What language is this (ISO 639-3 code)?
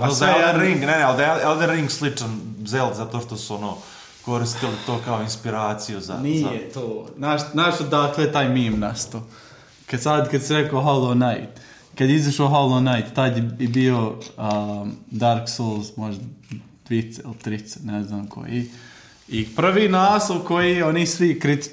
srp